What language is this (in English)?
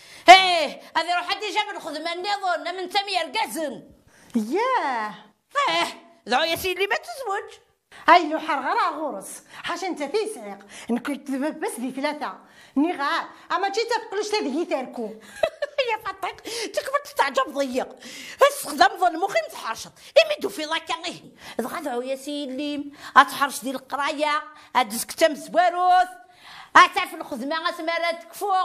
Kabyle